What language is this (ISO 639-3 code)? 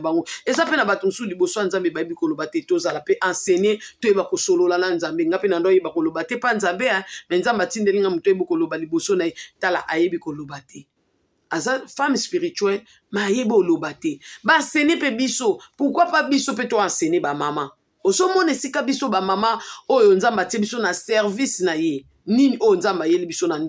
lin